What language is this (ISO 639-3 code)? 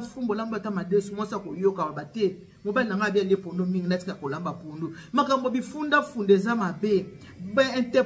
lin